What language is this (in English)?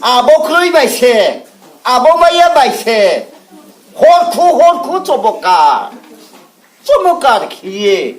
Riang (India)